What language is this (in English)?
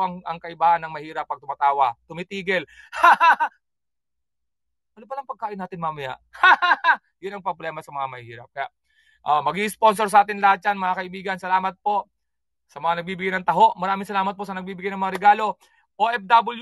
Filipino